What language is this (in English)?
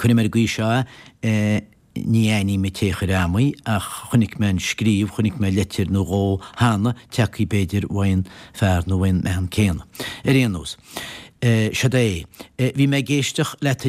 Irish